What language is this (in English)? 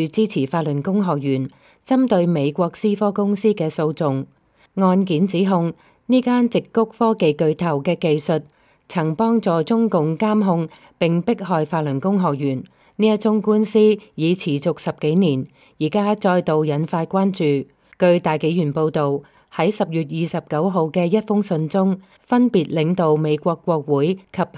Cantonese